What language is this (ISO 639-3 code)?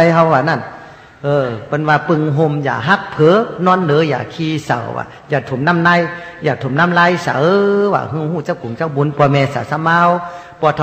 shn